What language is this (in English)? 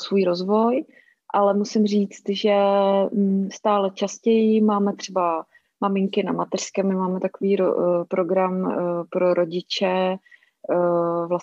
Czech